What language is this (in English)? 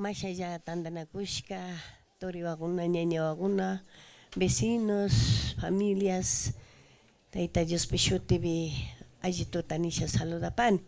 Chimborazo Highland Quichua